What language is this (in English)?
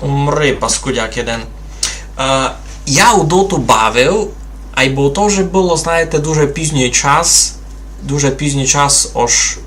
Rusyn